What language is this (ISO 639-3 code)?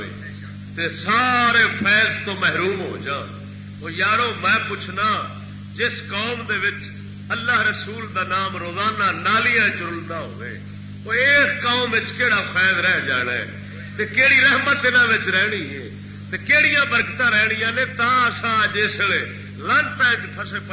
skr